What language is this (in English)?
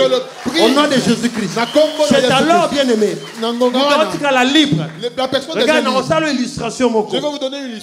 French